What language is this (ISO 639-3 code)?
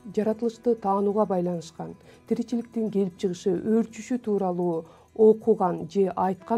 kir